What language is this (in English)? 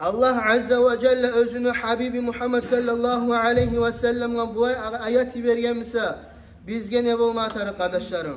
Kumyk